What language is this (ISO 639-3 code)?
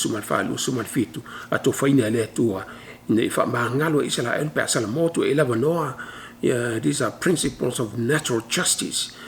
smo